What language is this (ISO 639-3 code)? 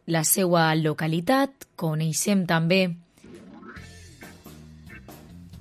cat